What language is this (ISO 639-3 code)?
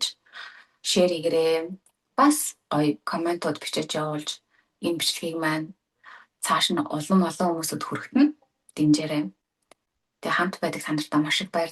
mon